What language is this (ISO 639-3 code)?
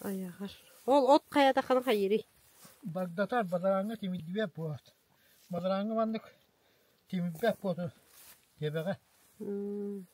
sah